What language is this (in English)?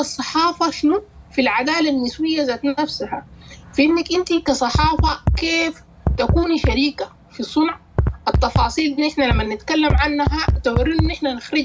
Sudanese Arabic